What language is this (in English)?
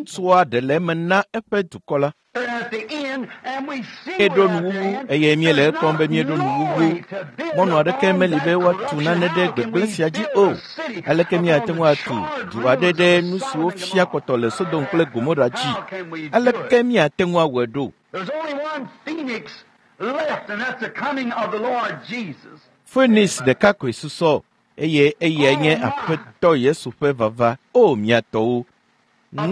Ewe